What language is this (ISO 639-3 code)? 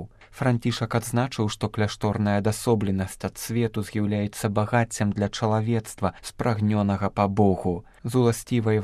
bel